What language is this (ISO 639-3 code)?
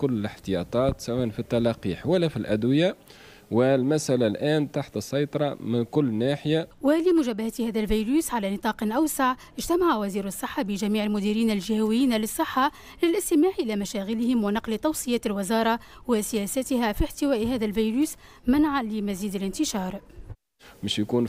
aeb